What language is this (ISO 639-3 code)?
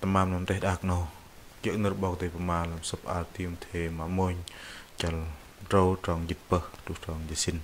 bdq